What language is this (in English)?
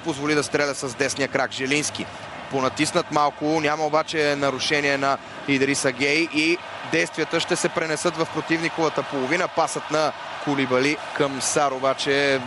Bulgarian